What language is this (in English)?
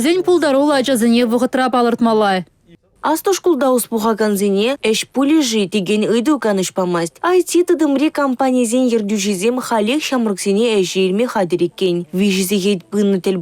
Chuvash